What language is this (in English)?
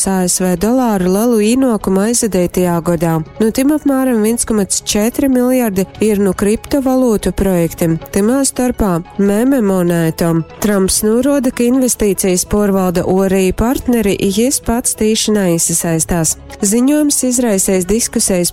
Latgalian